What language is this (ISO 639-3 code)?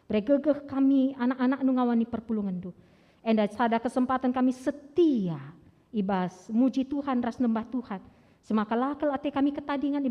btx